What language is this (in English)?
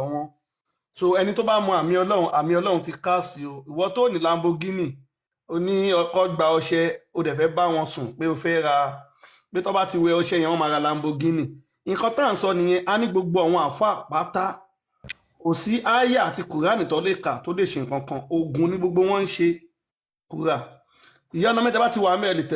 Yoruba